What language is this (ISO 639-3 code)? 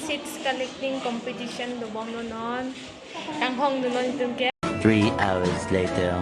mjw